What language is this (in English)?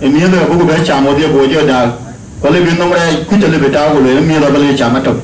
Dinka